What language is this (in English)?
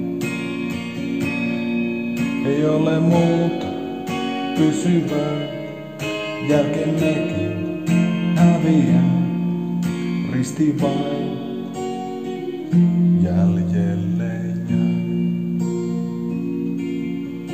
Finnish